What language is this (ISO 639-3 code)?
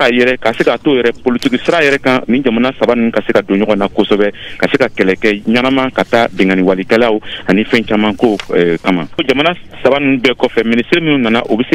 bam